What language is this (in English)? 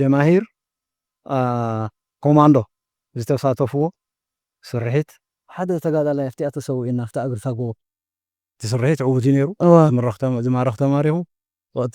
Tigrinya